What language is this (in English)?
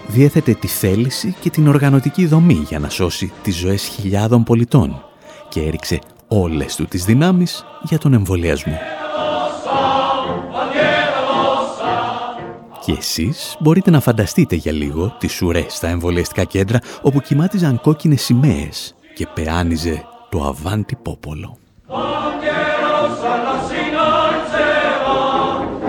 Greek